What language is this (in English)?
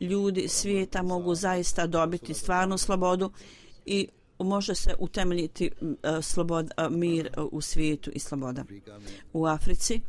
Bosnian